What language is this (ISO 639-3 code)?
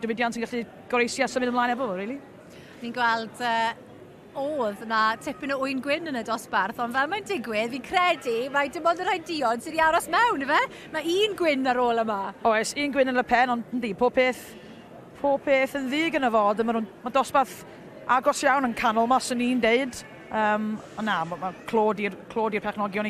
cym